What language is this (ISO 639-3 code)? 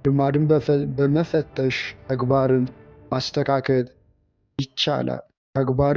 amh